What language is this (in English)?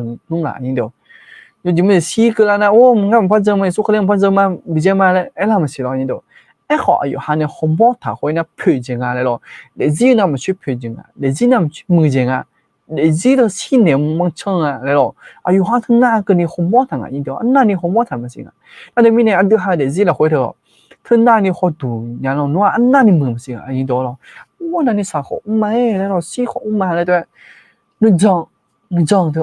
Akha